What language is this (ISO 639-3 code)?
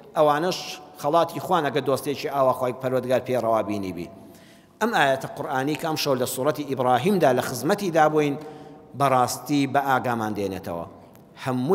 ckb